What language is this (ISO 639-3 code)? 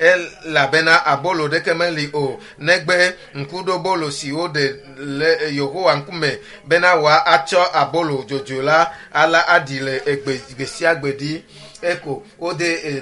ewe